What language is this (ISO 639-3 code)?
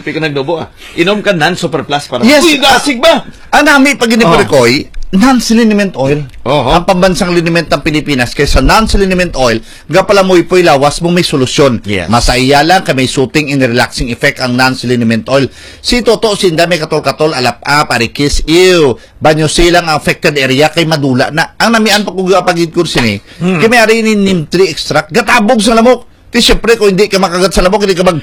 hil